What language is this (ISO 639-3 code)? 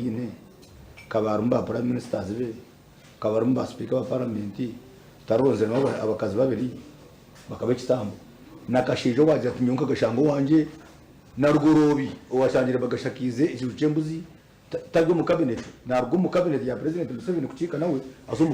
nyn